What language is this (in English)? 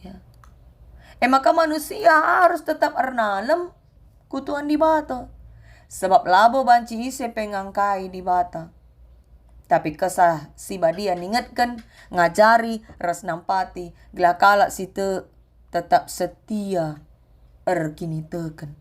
Batak Karo